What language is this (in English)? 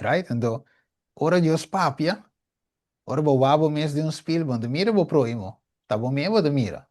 Papiamento